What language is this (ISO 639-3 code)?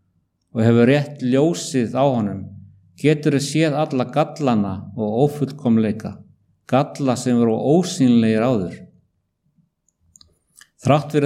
isl